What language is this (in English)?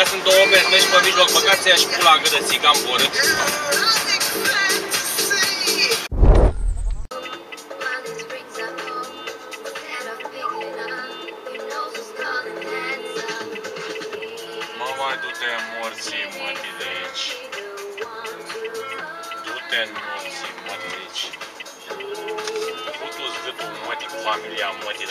Romanian